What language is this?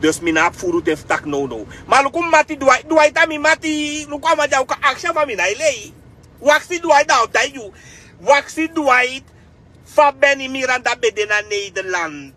Sranan Tongo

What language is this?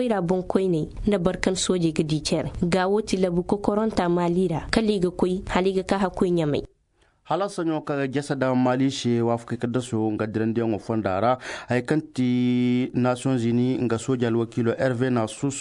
Zarma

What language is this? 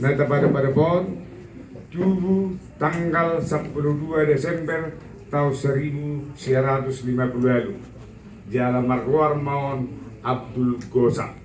Batak Toba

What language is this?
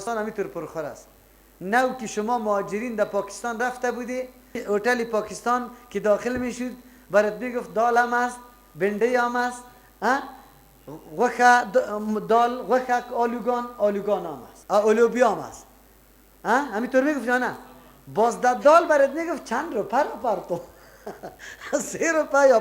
Persian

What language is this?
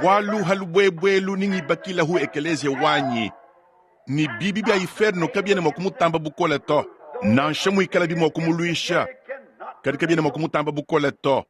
Luba-Lulua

